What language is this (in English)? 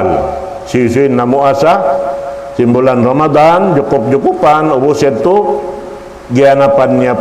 Tausug